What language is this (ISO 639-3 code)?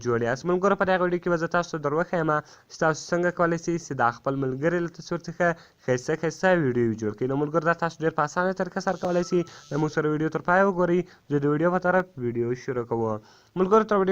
pus